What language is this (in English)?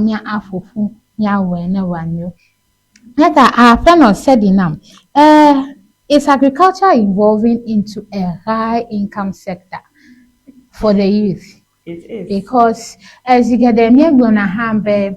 Ewe